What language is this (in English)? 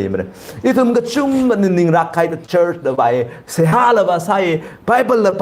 Tangkhul Naga (India)